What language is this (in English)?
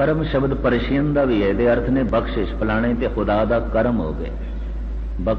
Punjabi